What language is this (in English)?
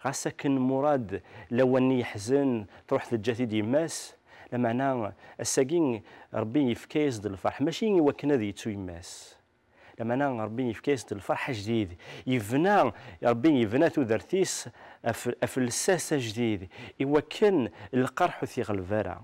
Kabyle